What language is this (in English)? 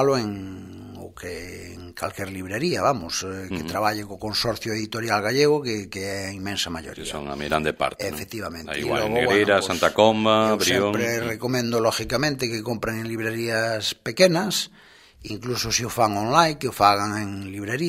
Galician